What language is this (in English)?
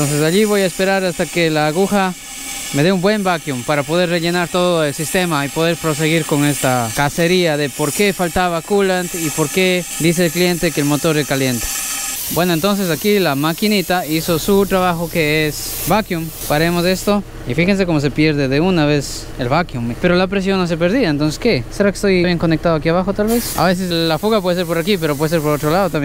Spanish